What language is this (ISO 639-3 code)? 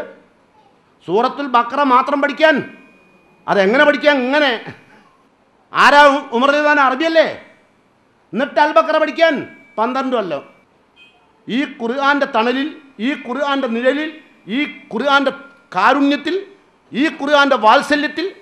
mal